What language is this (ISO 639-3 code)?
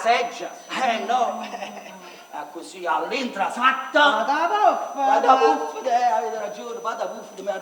nap